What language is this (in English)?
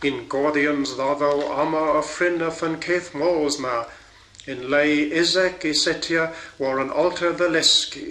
Cornish